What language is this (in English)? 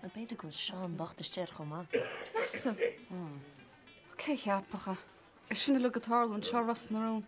Irish